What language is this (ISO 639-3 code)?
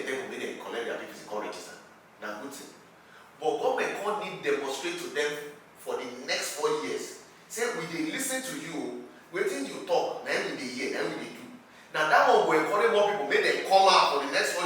pcm